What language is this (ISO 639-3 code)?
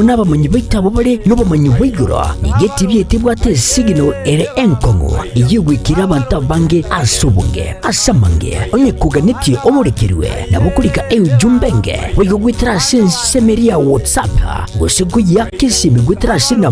guz